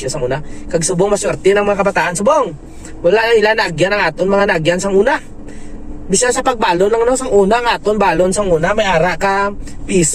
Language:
Hiligaynon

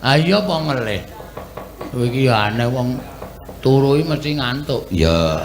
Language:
Javanese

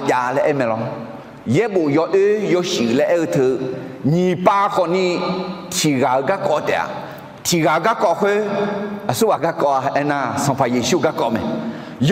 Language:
Akha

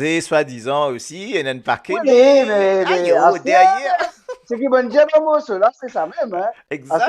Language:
Morisyen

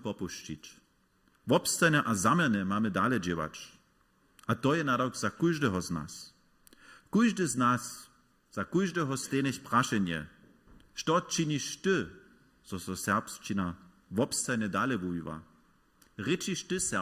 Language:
Upper Sorbian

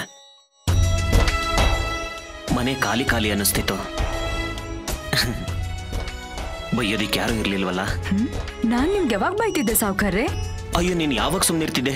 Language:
Kannada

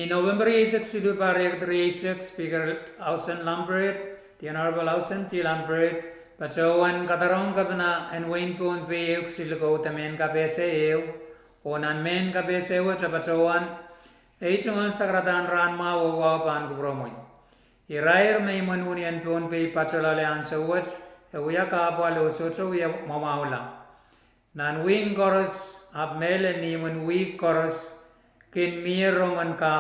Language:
Pohnpeian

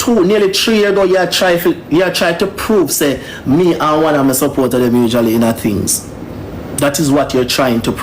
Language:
Jamaican Creole English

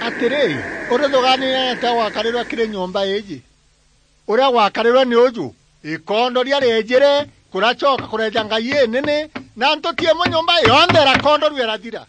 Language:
Meru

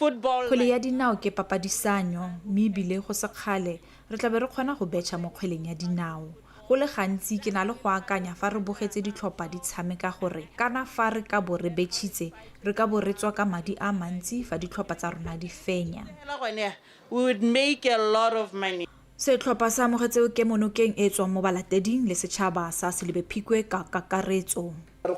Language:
Tswana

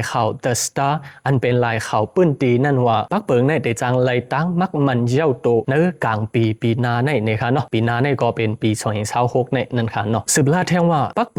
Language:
Shan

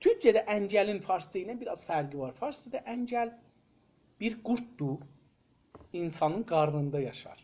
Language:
South Azerbaijani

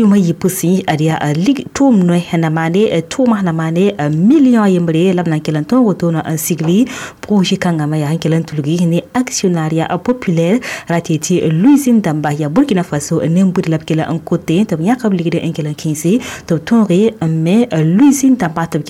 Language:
Mossi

